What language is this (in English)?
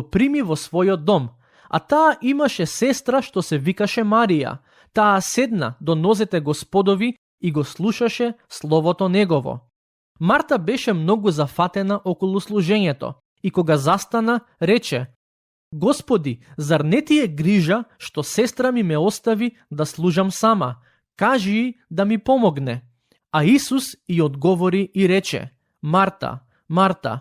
Macedonian